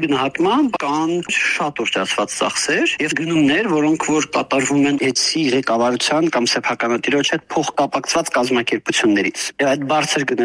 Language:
Armenian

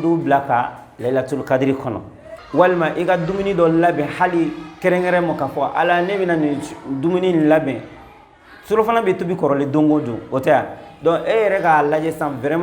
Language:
Bambara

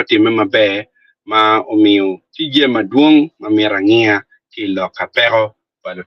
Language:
Acoli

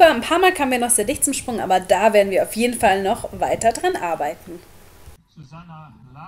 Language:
German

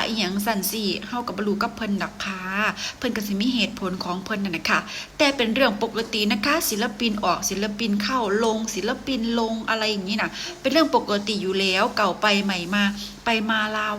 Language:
Northeastern Thai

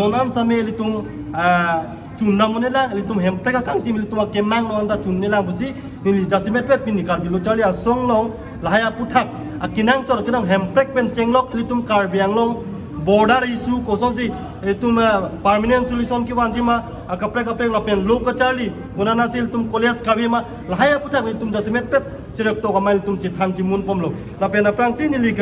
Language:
Karbi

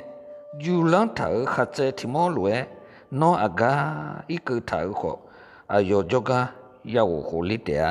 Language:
Akha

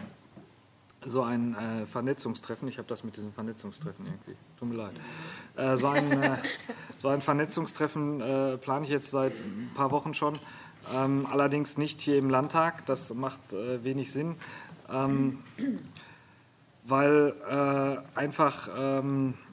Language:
German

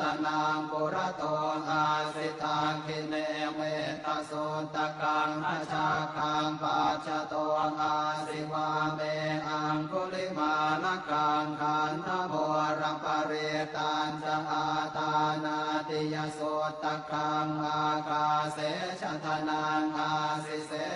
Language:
Pali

